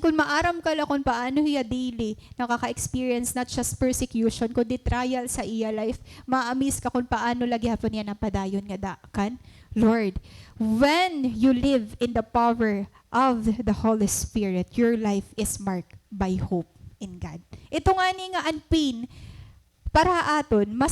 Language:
Waray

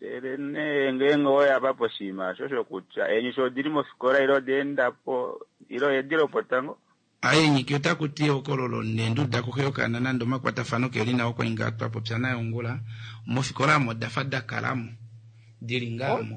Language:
Kuanyama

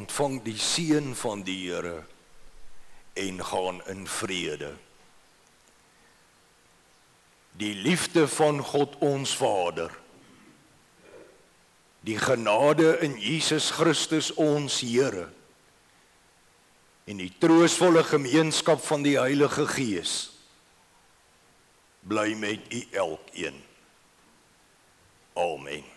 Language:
Afrikaans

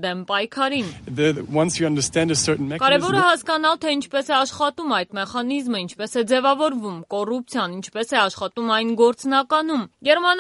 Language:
Armenian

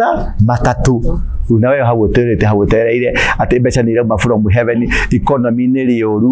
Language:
Kikuyu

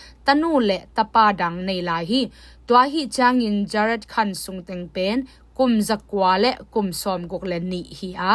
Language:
Tedim Chin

